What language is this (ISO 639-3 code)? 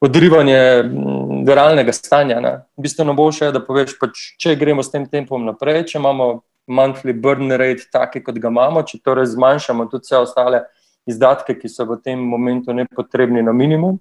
slv